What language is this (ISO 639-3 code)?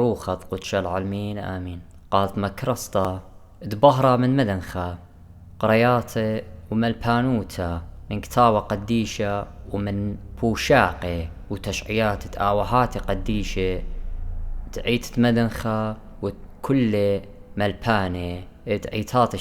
aii